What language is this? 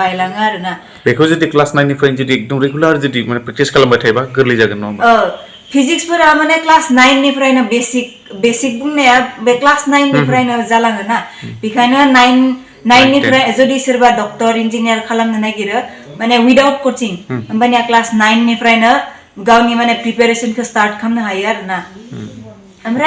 Bodo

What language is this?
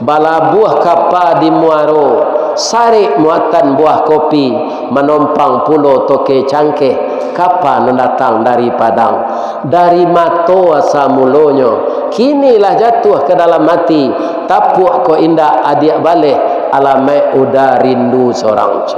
Minangkabau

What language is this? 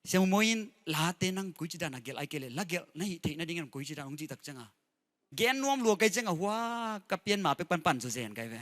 Tedim Chin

